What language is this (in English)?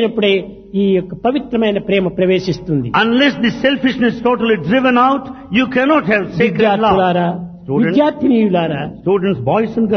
Telugu